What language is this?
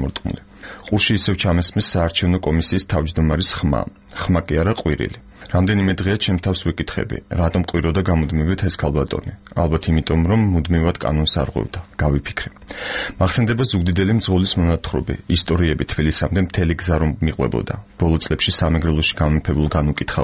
Georgian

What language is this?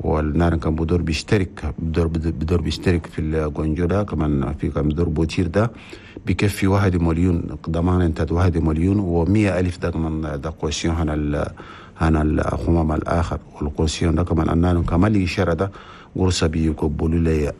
Chadian Arabic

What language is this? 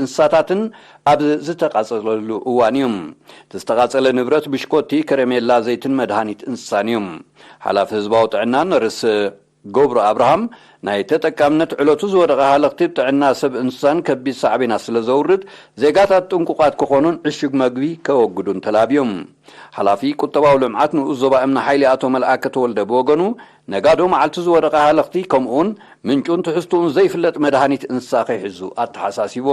Tigrinya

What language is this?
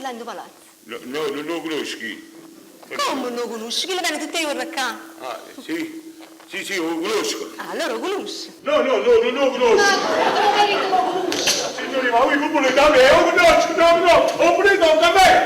Neapolitan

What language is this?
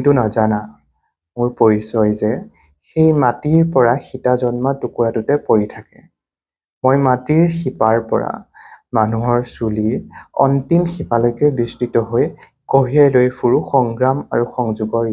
Assamese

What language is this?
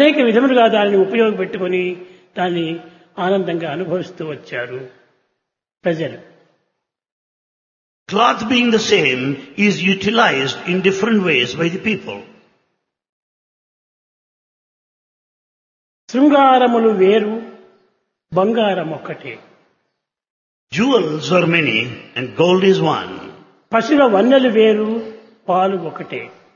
Telugu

